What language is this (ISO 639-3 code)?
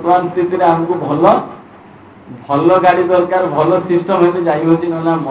ori